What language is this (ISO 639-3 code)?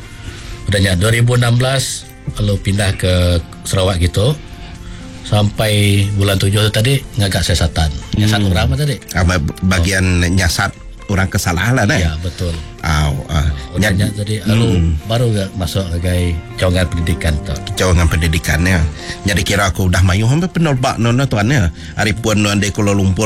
iba